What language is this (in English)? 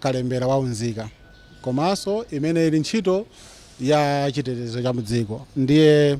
Nyanja